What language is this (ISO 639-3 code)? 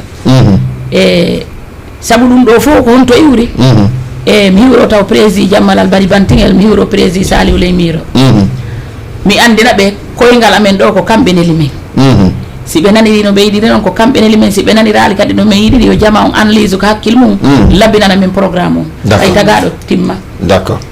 ful